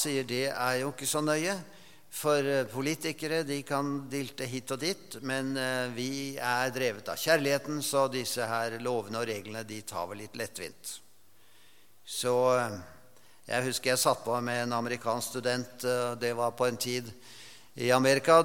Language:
Norwegian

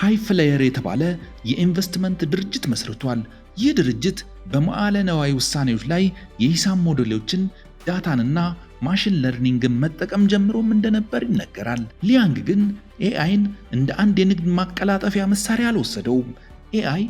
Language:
Amharic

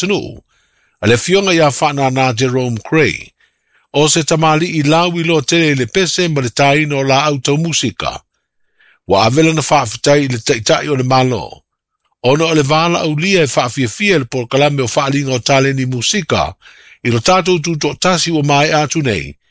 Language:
Samoan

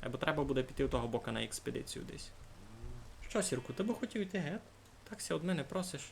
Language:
Rusyn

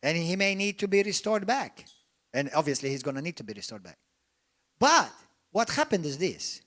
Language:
English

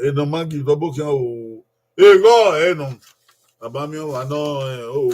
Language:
Bini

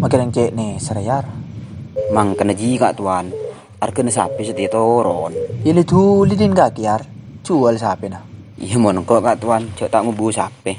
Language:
Madurese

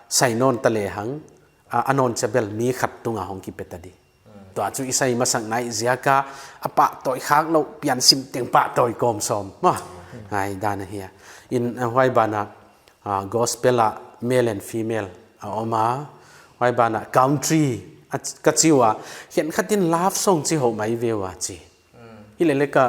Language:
Paite Chin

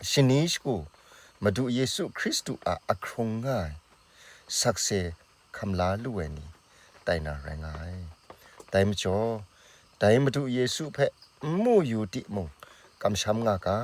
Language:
Kachin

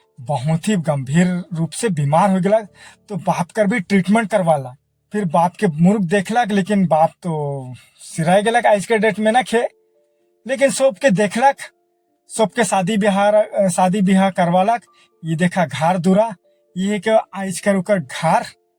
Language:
Sadri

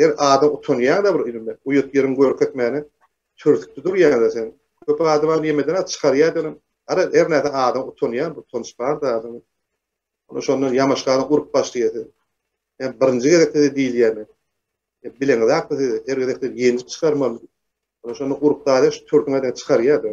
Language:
Turkmen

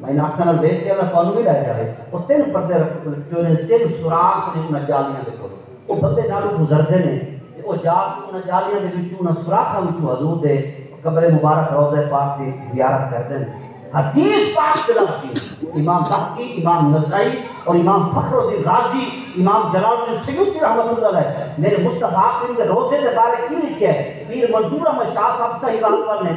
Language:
Saraiki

